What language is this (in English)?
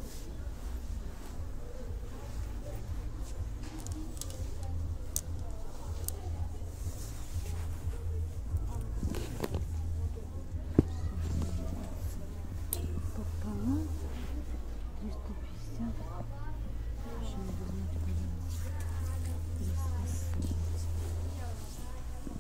Russian